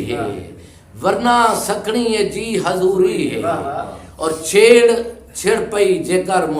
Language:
Saraiki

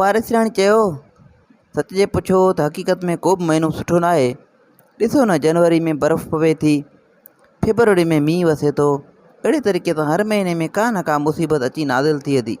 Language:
Sindhi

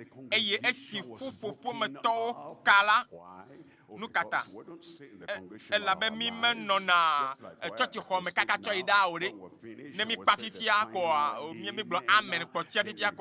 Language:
Ewe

